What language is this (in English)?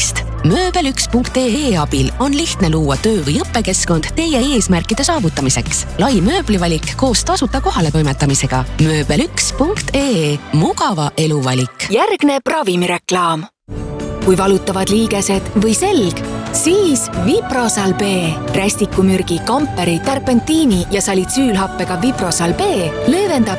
Estonian